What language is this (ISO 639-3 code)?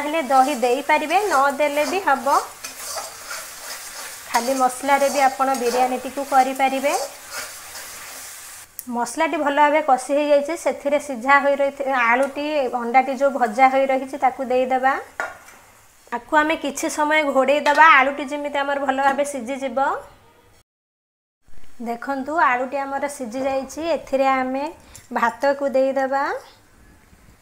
ori